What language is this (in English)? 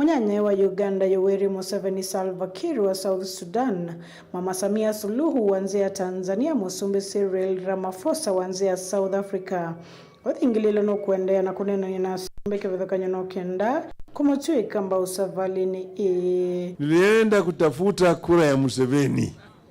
Kamba